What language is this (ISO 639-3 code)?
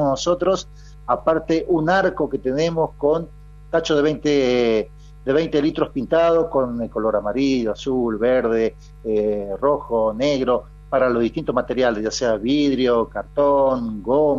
spa